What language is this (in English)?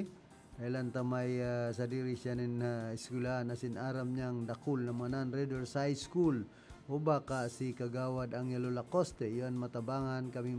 Bikol